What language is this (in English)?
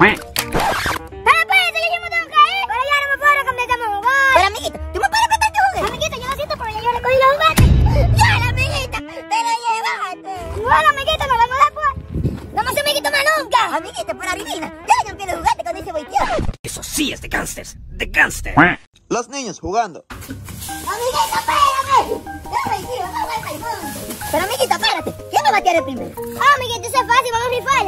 Spanish